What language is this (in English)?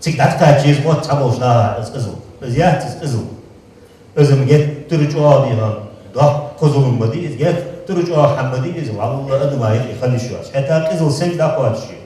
Ingush